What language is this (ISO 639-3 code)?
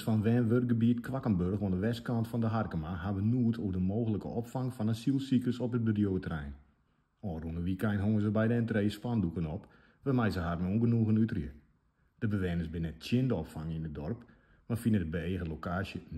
fry